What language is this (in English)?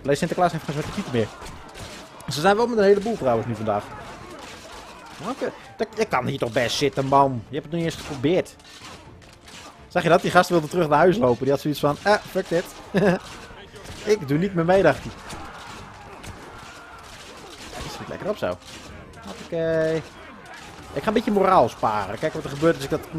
Dutch